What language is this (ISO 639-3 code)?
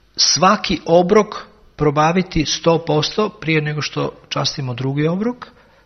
srp